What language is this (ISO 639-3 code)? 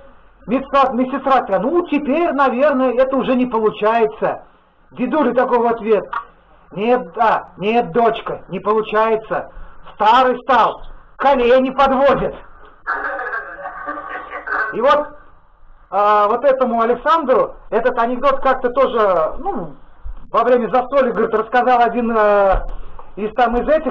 rus